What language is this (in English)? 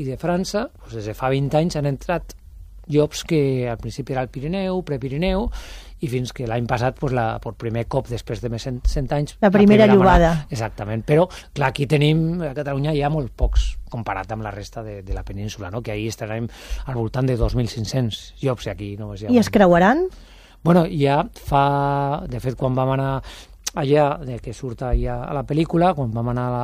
Catalan